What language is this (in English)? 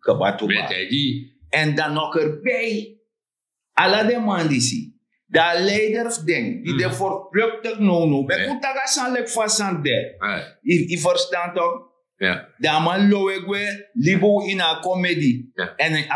Sranan Tongo